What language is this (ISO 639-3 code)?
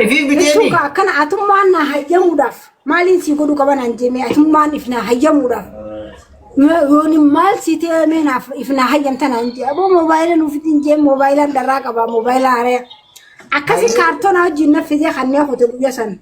orm